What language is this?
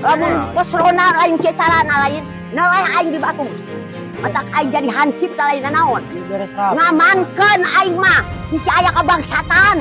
Sundanese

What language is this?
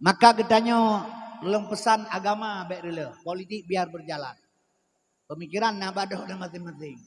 Achinese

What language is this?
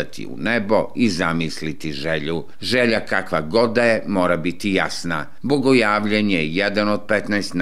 Serbian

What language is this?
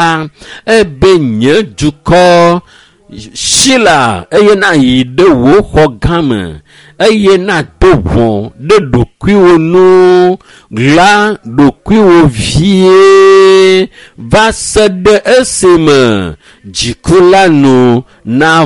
Ewe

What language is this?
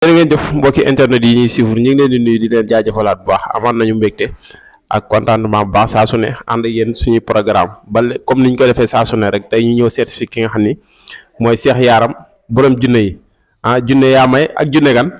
Wolof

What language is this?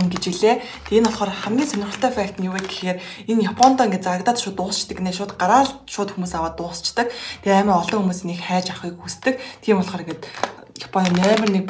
Mongolian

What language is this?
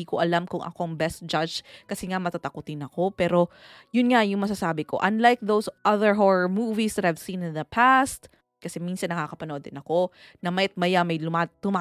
Filipino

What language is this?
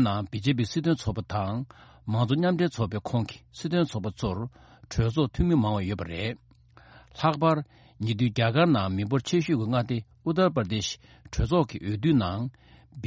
Tibetan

